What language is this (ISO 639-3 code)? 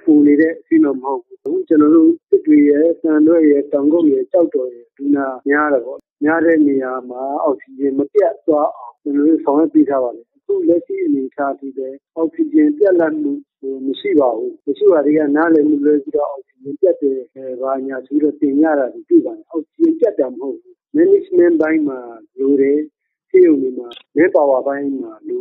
mya